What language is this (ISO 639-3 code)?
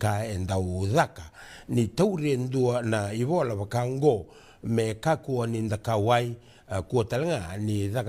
fij